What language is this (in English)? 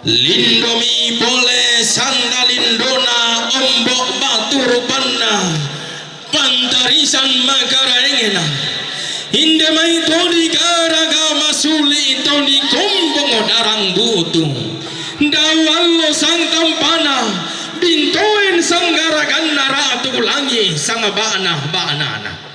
Toraja-Sa'dan